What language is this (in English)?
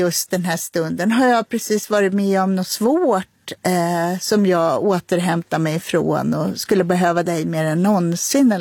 Swedish